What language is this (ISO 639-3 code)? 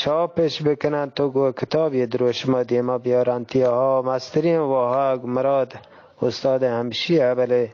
bgp